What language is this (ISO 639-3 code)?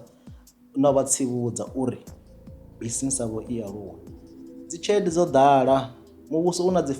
ven